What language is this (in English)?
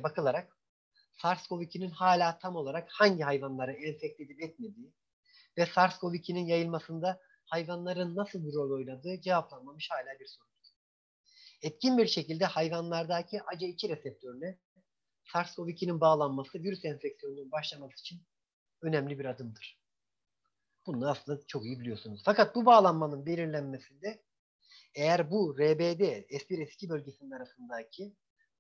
Turkish